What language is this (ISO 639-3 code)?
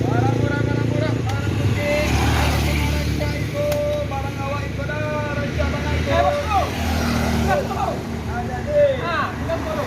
min